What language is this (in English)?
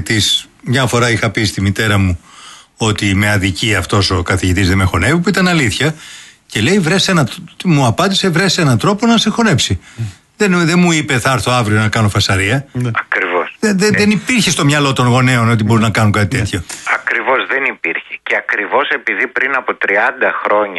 Greek